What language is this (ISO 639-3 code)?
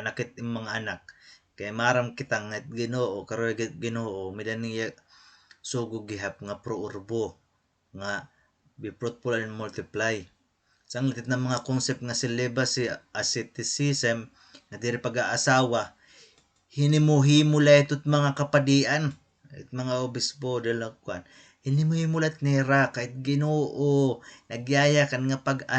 war